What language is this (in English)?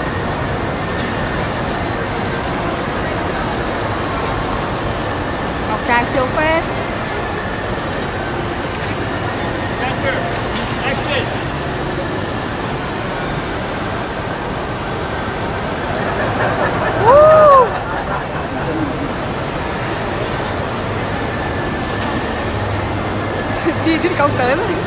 Vietnamese